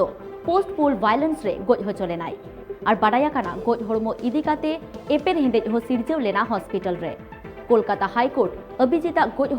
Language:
Santali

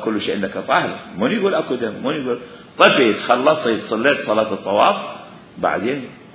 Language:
Mesopotamian Arabic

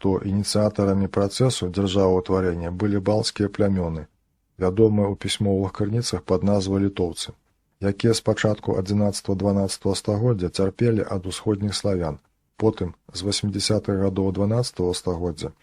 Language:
Belarusian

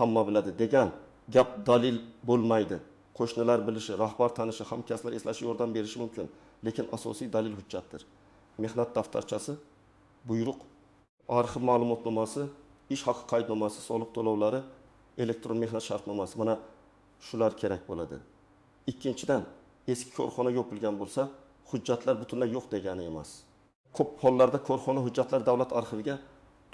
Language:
Uzbek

